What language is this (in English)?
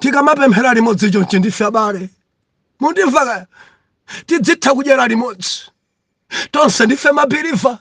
Nyanja